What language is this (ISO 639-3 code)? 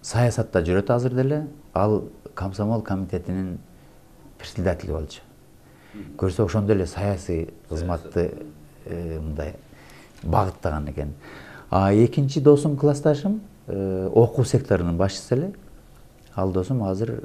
kir